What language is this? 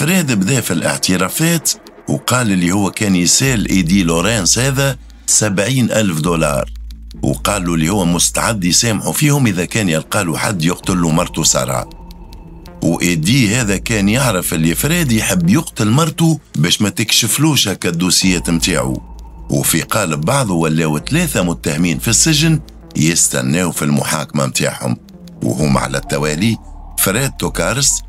Tunisian Arabic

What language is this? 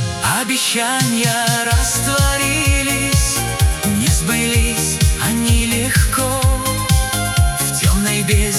Russian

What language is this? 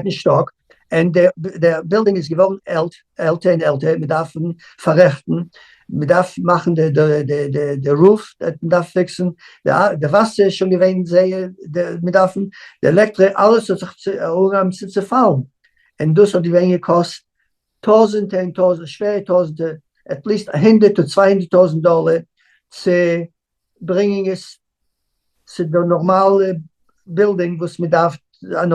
Yiddish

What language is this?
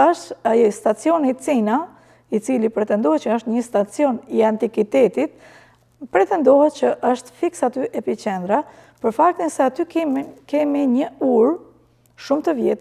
Albanian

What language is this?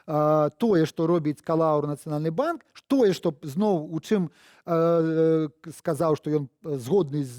Belarusian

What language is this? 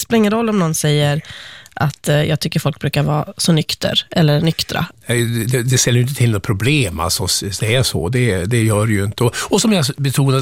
Swedish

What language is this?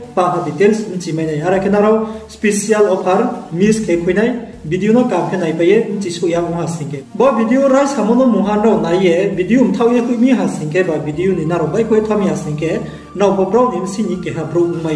Riang (India)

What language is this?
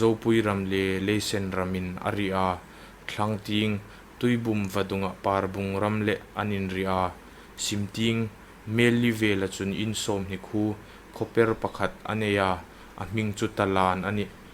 Hmar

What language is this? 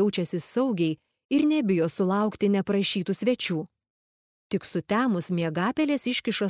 Lithuanian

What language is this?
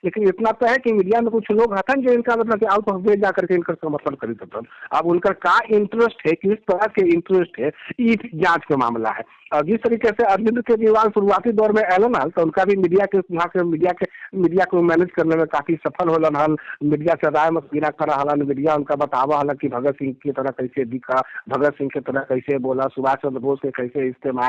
Magahi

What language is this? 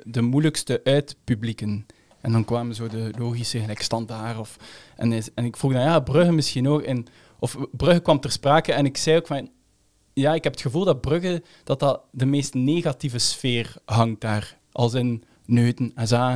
Dutch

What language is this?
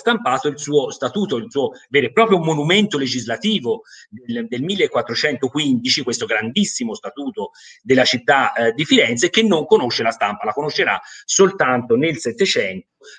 Italian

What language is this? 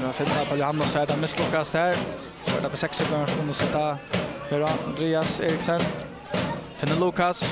Faroese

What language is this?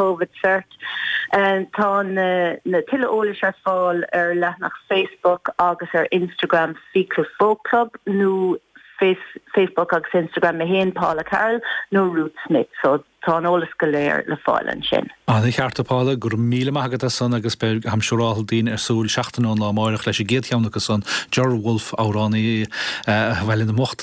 Irish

